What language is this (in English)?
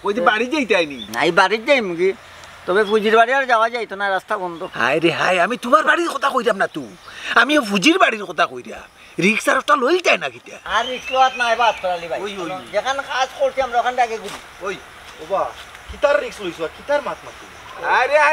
Sylheti